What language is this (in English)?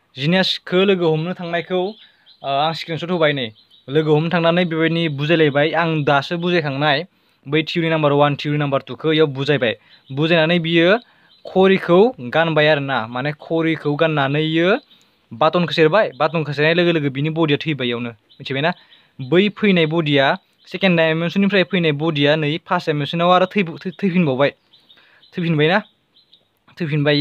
Bodo